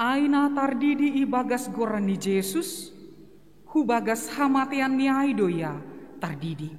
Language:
Batak Simalungun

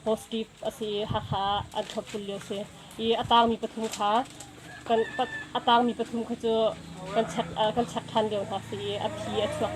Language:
Hakha Chin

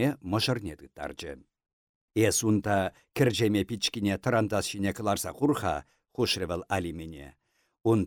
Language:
Chuvash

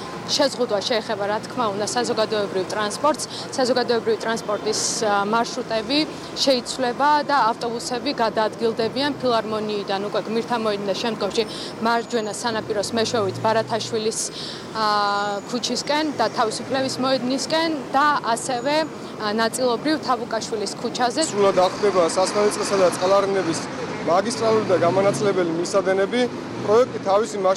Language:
Georgian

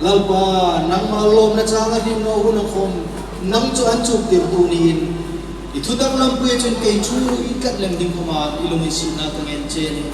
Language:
Hmar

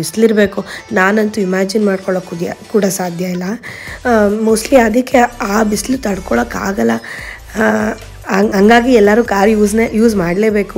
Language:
Kannada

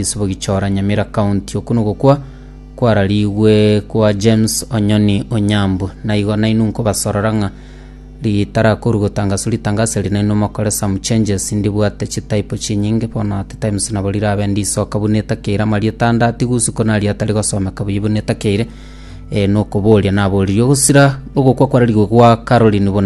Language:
Gusii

